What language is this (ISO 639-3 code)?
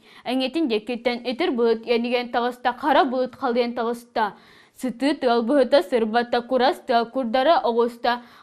sah